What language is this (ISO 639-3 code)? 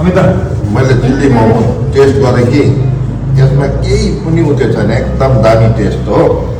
nep